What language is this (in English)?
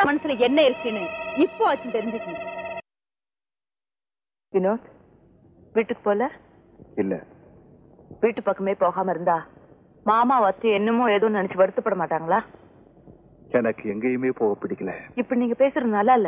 Tamil